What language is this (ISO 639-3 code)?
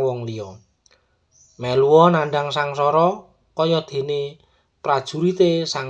jav